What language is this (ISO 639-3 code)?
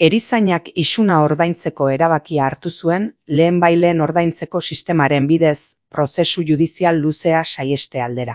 eus